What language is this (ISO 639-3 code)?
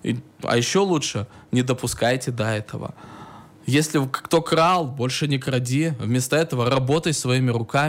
rus